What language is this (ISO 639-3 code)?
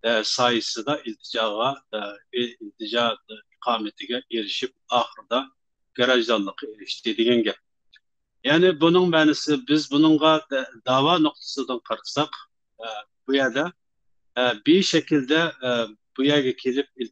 uig